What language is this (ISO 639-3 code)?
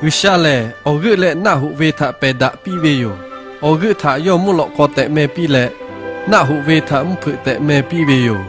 lhu